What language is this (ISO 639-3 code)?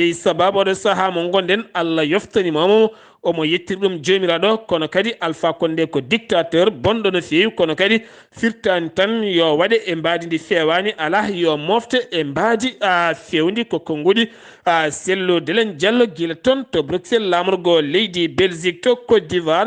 ful